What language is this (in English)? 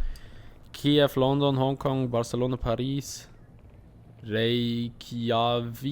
Swiss German